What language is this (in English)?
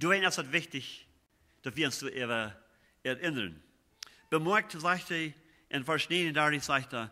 Plautdietsch